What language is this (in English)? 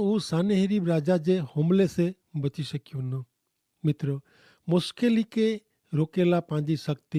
Kachhi